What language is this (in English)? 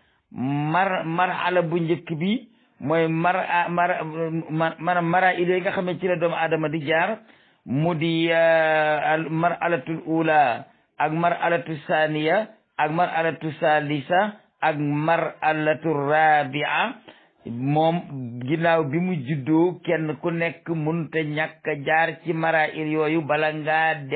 Wolof